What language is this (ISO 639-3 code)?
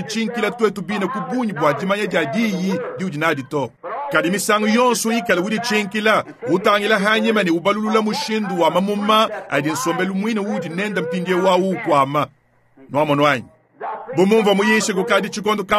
lua